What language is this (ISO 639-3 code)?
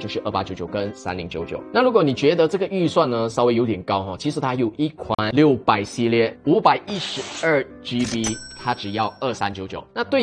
zho